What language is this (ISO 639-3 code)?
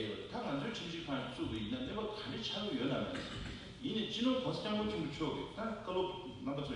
bod